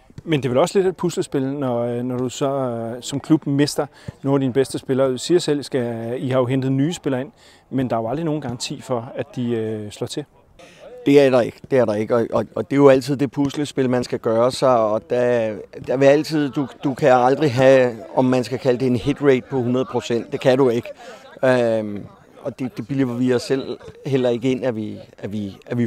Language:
Danish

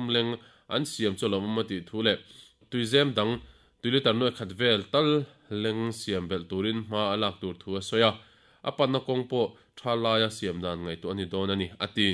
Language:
Mizo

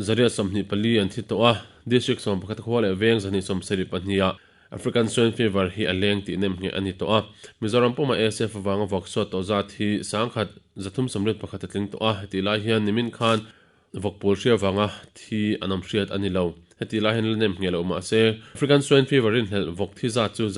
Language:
Mizo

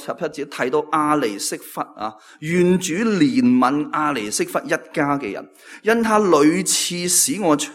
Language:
Cantonese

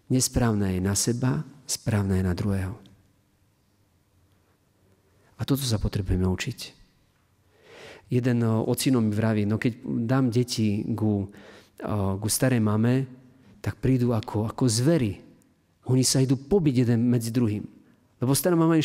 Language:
Slovak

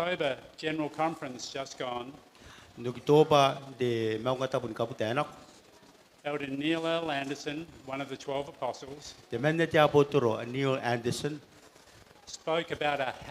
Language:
Gilbertese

